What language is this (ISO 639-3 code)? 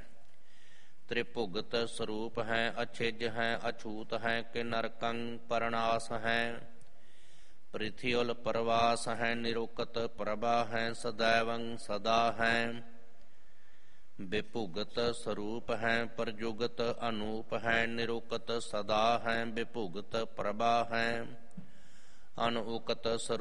pan